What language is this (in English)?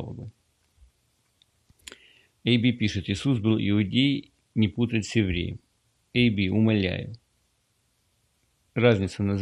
Russian